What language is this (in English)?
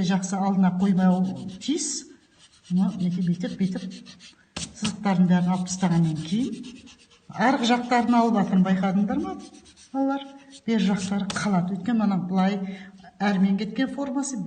Kazakh